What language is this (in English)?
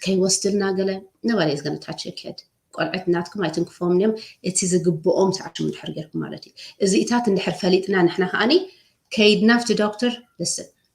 Tigrinya